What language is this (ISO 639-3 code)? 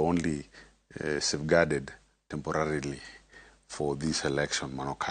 luo